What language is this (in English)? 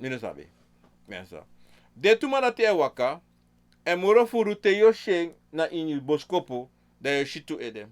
Sranan Tongo